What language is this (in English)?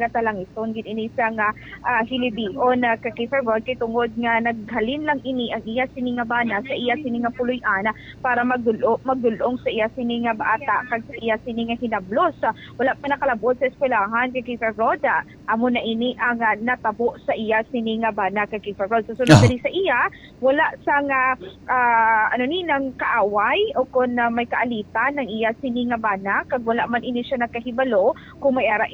Hiligaynon